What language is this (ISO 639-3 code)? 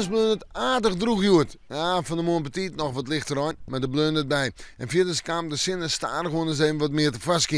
fry